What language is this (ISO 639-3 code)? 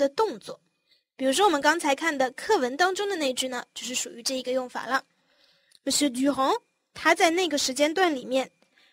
zho